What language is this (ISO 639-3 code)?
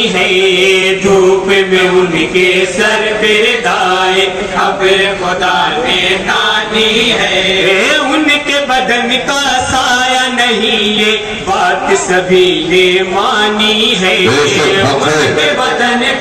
urd